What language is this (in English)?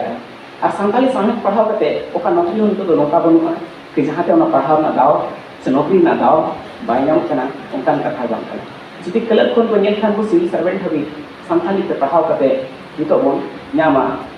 Santali